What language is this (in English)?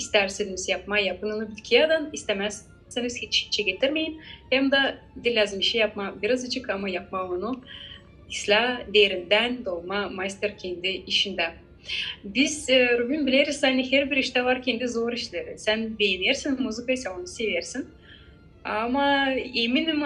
Gagauz